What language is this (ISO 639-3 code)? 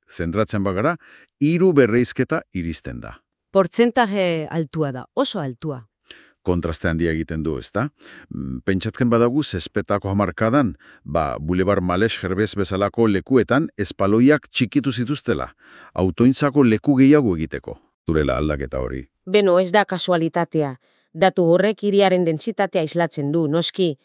eus